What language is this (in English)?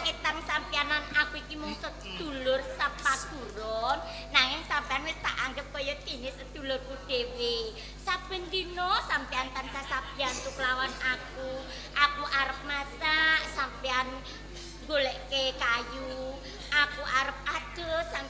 Javanese